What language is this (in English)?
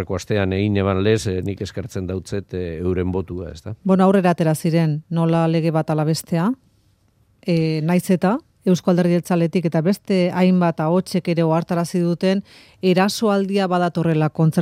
Basque